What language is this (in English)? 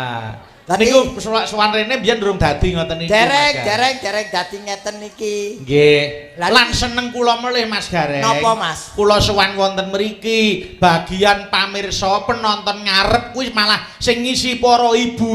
Javanese